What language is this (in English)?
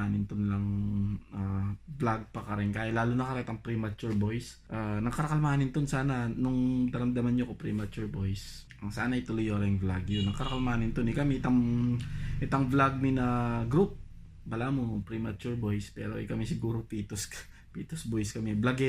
Pampanga